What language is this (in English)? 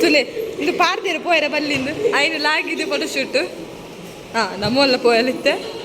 Tulu